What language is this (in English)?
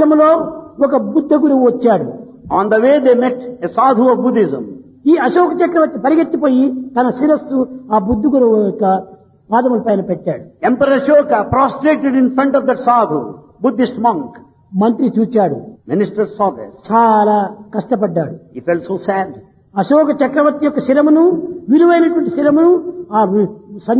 Telugu